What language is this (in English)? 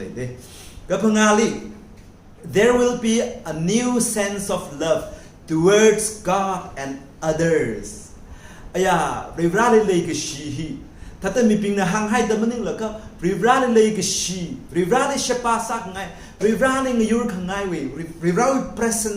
Tangkhul Naga (India)